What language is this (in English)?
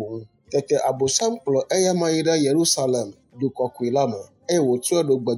Ewe